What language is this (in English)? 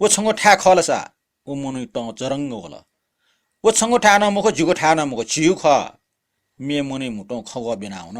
Newari